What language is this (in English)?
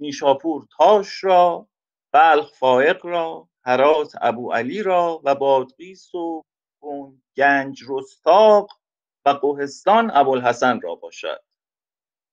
Persian